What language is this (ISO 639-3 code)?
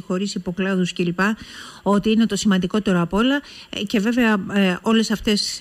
ell